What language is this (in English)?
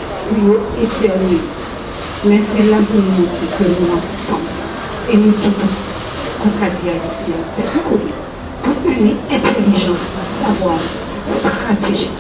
Guadeloupean Creole French